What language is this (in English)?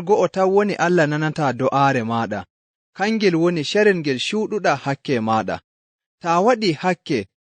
Nigerian Fulfulde